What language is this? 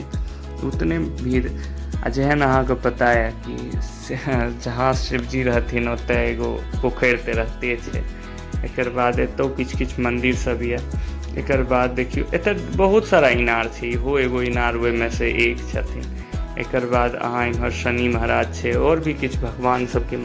Maithili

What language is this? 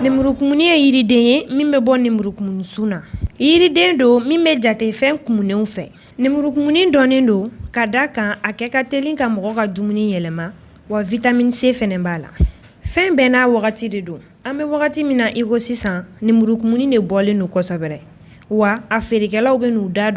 Bambara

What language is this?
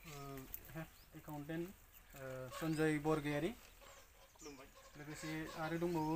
Bodo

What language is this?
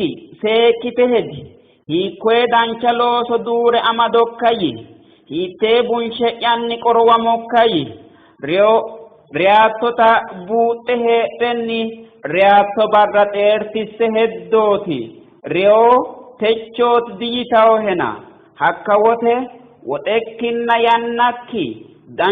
Sidamo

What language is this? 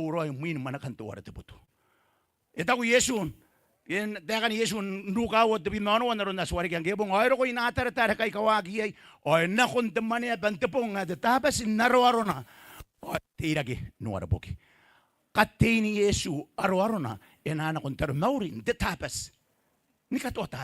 Gilbertese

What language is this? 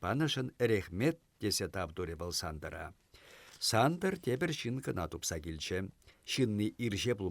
Chuvash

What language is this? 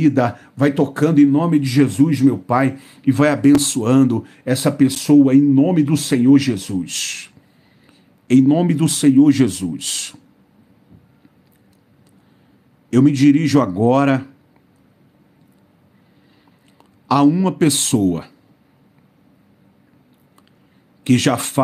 Portuguese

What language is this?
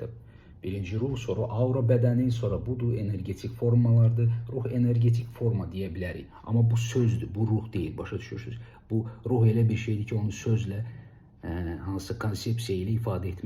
Azerbaijani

